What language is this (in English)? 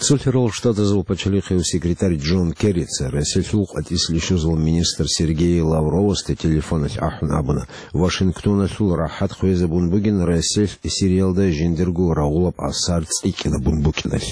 Avaric